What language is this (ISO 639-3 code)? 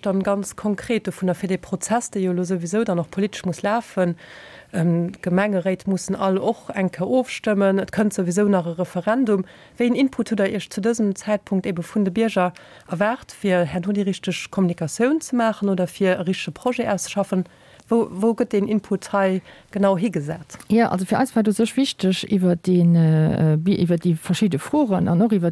ltz